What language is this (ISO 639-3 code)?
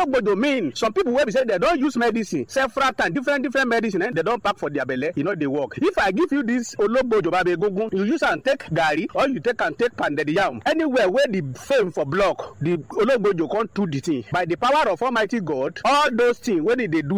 pcm